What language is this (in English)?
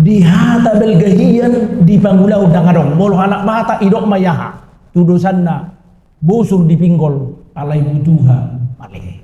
Batak Toba